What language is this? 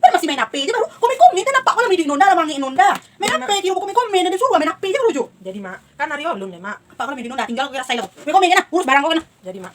Minangkabau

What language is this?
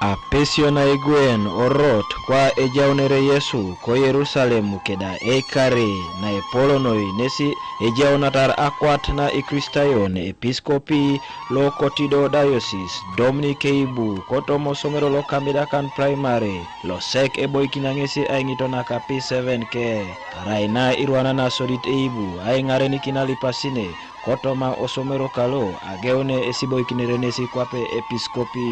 Teso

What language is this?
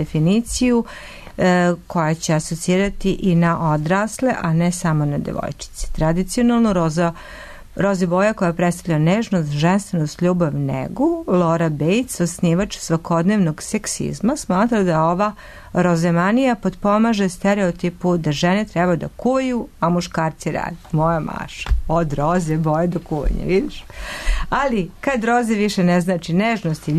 Serbian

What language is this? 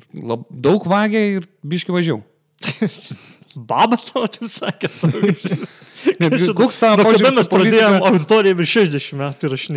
Lithuanian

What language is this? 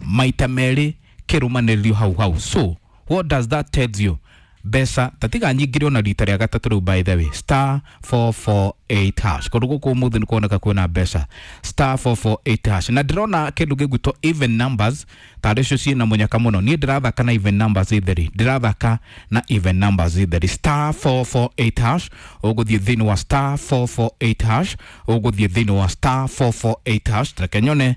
Kikuyu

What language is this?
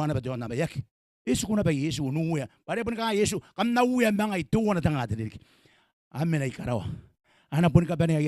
Gilbertese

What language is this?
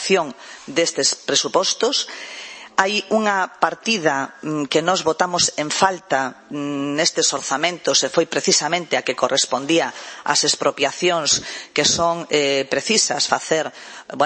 Galician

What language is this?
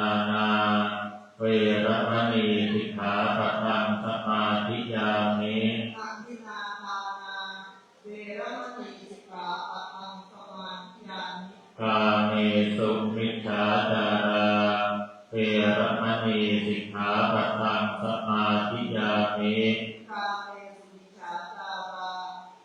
Pali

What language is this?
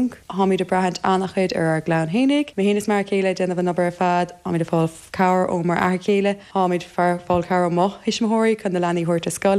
Irish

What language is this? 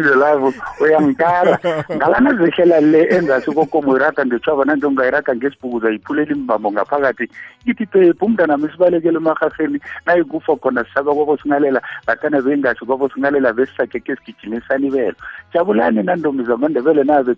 South Ndebele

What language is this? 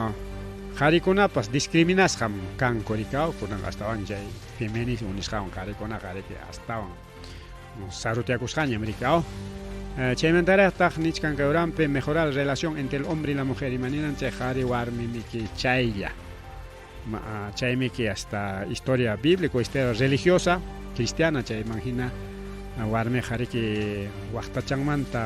Ayacucho Quechua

